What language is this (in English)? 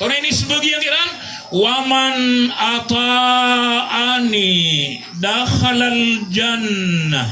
Maranao